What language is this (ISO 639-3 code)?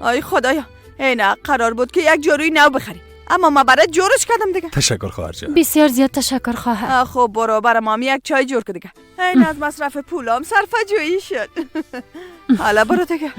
fas